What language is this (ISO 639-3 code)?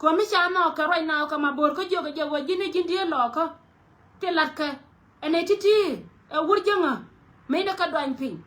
nus